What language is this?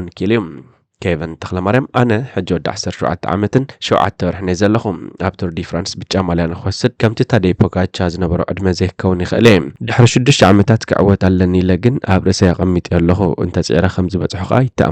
Tigrinya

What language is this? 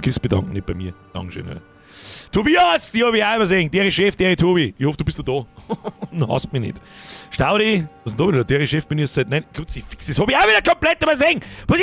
Bavarian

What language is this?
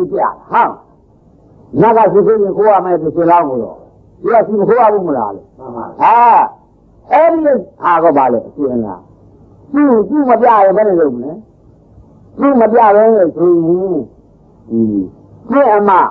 Burmese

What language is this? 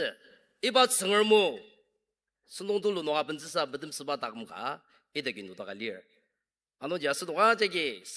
Ao Naga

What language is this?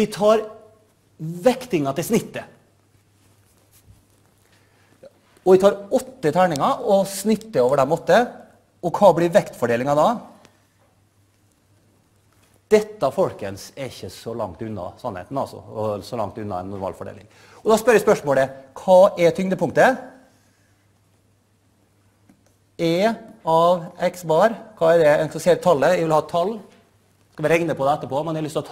Norwegian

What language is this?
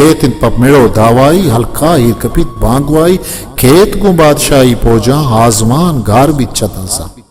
Eastern Balochi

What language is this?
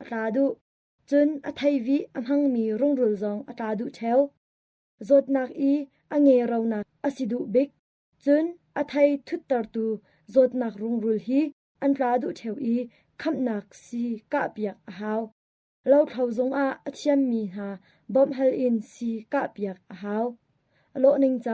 Hakha Chin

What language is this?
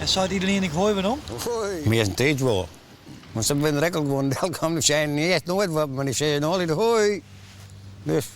Western Frisian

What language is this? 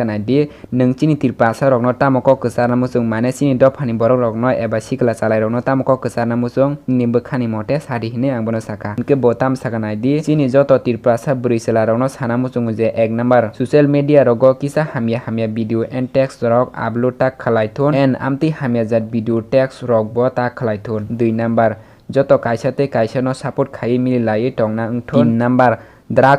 Kok Borok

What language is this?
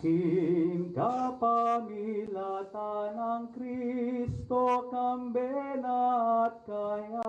Pampanga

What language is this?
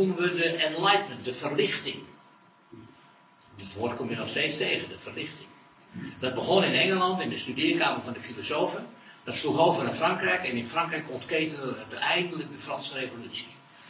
Dutch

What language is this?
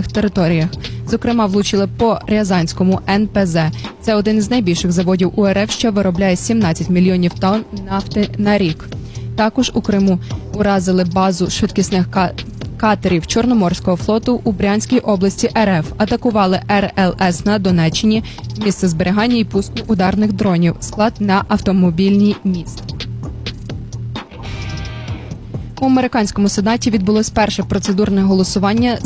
Ukrainian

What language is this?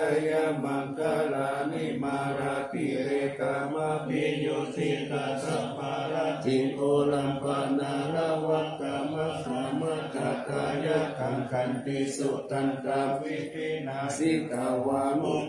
Pali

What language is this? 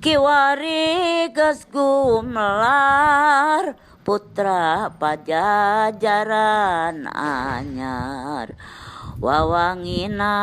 Sundanese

